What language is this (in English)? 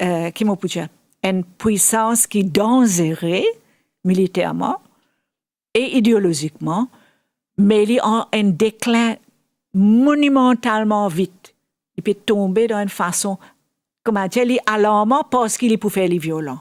Morisyen